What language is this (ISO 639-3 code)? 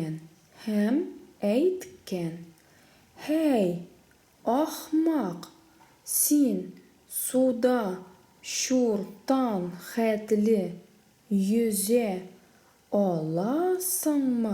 tat